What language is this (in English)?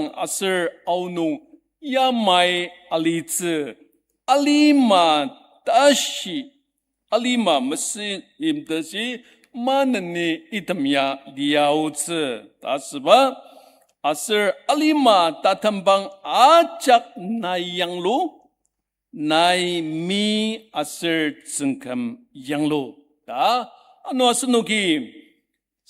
Ao Naga